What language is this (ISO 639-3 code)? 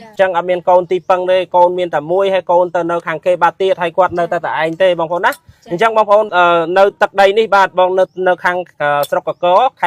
khm